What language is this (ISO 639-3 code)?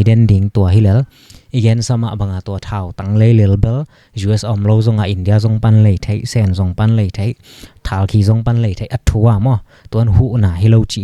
ctd